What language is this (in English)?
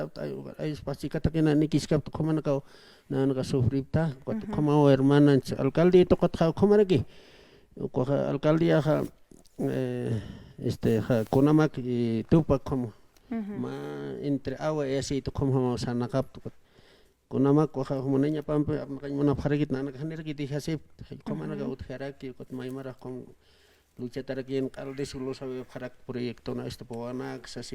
Aymara